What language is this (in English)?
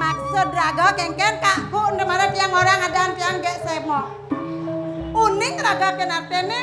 Balinese